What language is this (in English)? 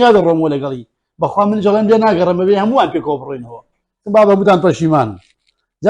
Central Kurdish